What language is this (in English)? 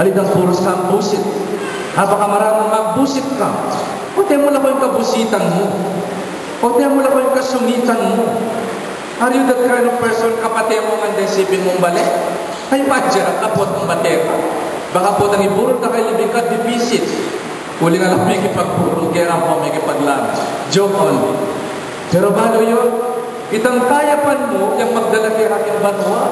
Pampanga